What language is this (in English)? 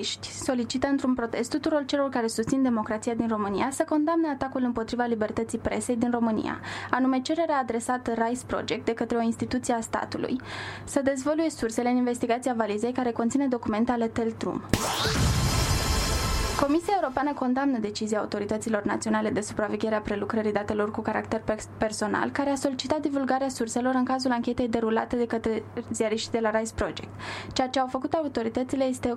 Romanian